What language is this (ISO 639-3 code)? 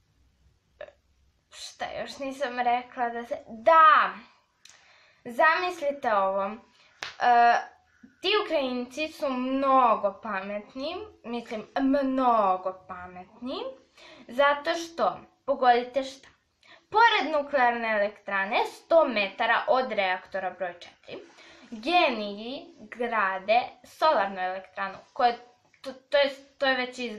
srp